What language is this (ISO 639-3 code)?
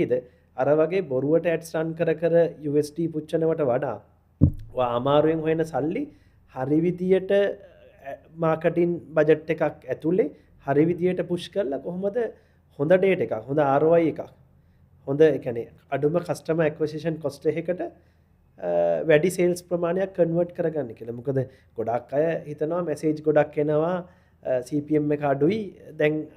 sin